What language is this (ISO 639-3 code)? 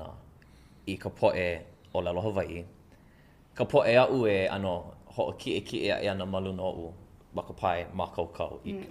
haw